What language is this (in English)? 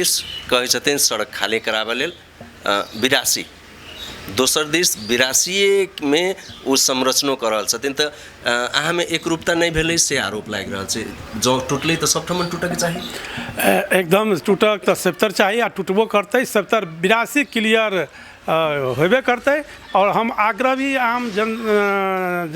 Maithili